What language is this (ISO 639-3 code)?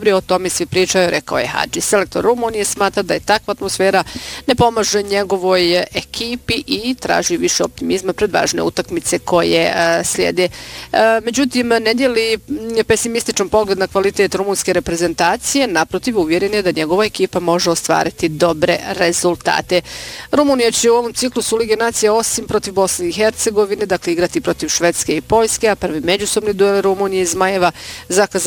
bos